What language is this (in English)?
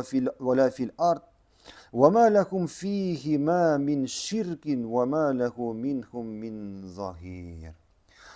Tatar